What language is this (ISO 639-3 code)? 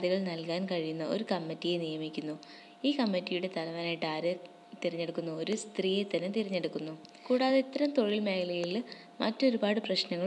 mal